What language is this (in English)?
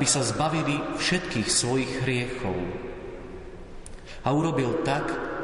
Slovak